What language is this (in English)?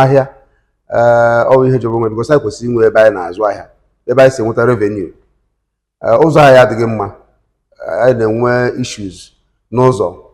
Igbo